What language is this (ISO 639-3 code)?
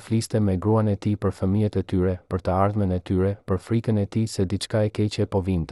sqi